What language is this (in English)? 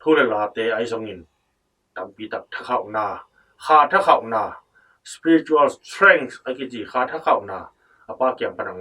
Tedim Chin